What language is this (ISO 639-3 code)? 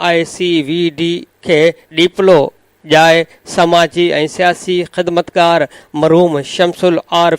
snd